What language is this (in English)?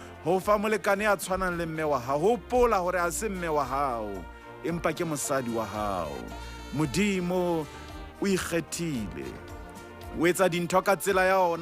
Southern Sotho